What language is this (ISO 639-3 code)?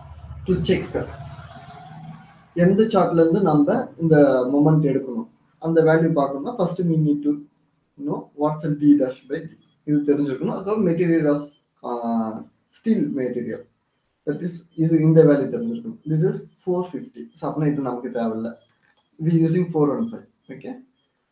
tam